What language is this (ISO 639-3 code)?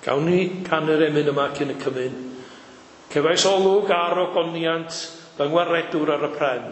cym